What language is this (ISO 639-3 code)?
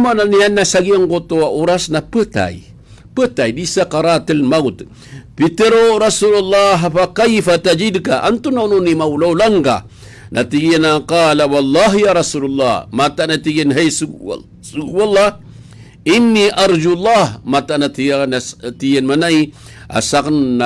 mrw